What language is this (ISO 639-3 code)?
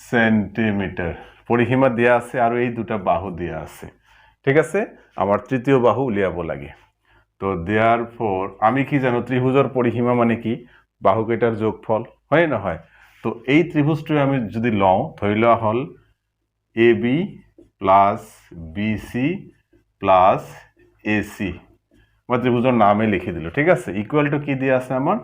asm